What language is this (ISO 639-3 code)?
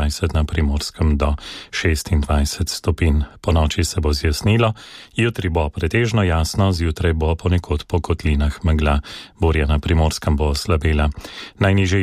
slv